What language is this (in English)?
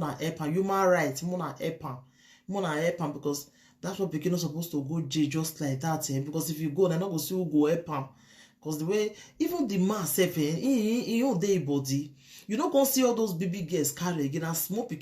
Nigerian Pidgin